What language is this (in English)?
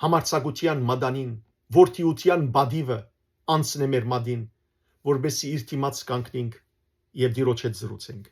Western Armenian